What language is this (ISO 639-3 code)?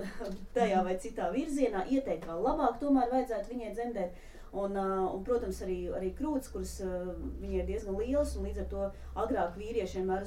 lav